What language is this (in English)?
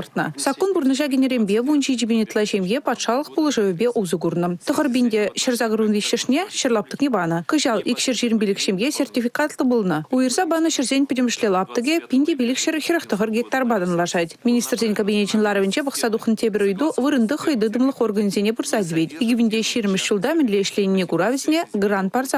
Chuvash